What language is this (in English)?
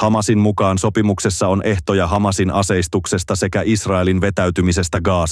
Finnish